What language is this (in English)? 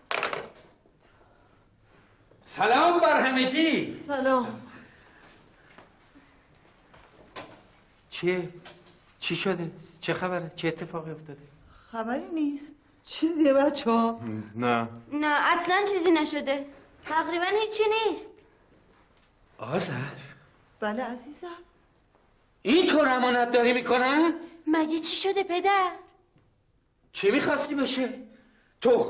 Persian